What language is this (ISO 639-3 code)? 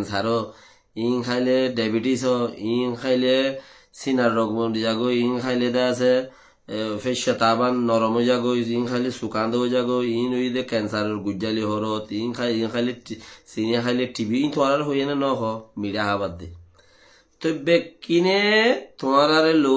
rhg